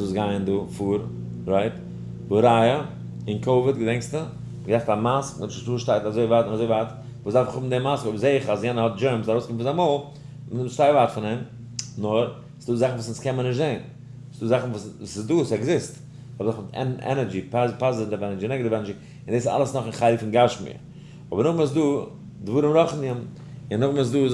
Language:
Yiddish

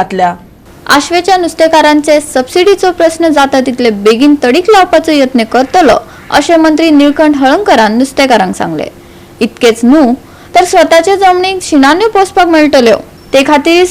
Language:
Konkani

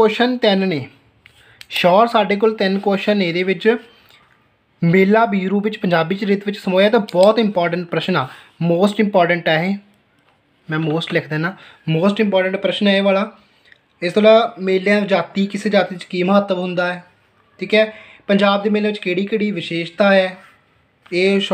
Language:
Punjabi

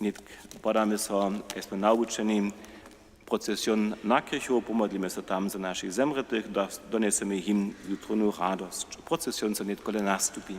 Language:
Upper Sorbian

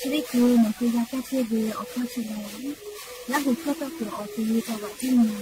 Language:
Lahu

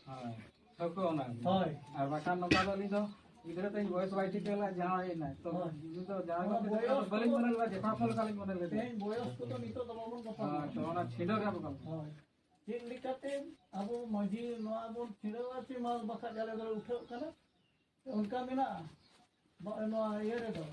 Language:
Santali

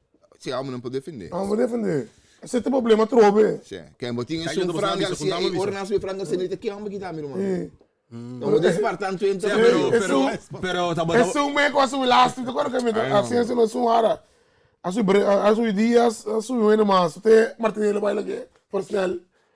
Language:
Papiamento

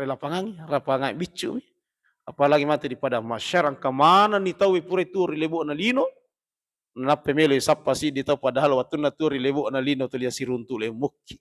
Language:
Buginese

